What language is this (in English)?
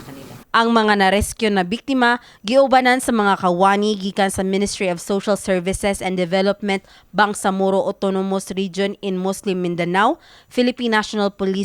Cebuano